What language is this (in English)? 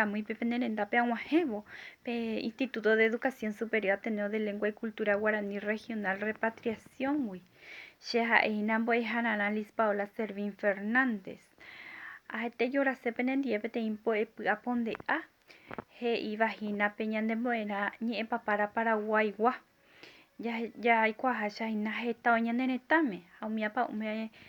Guarani